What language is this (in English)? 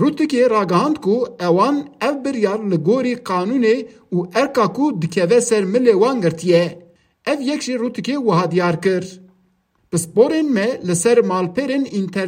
Kurdish